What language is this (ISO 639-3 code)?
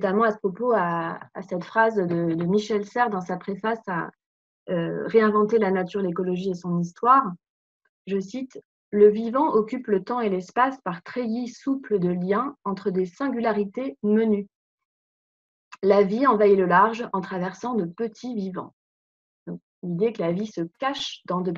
fra